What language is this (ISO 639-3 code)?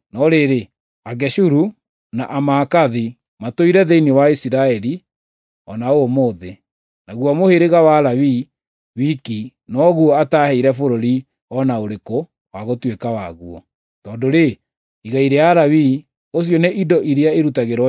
kik